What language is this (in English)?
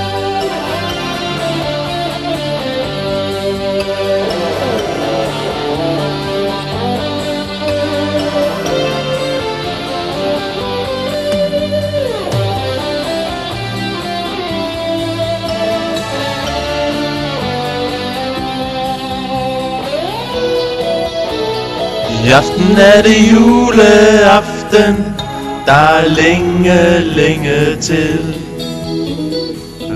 Danish